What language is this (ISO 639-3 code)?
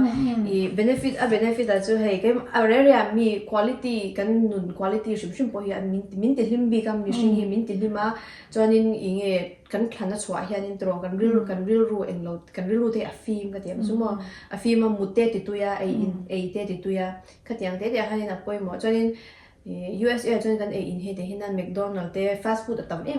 lus